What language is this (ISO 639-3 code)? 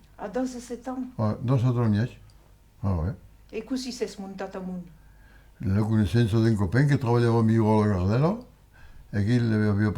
oci